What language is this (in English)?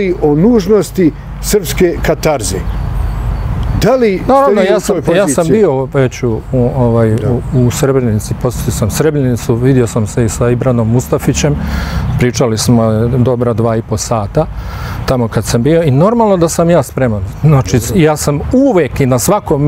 Bosnian